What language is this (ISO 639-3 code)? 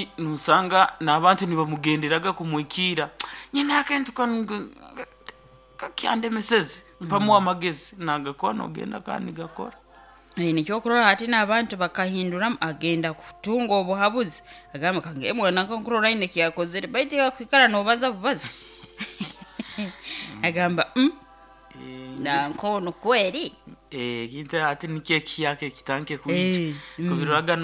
nyo